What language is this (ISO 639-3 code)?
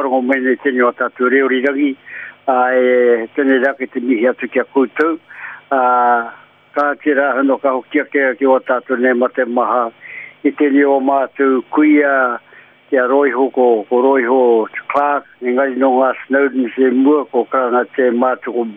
mri